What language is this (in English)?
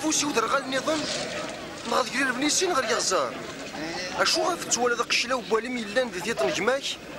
Kabyle